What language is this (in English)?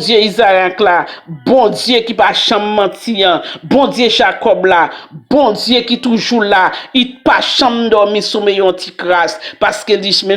Haitian Creole